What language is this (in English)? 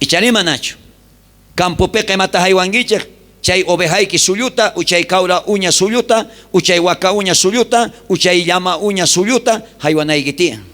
South Bolivian Quechua